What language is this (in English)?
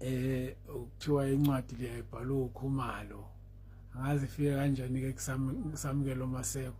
Zulu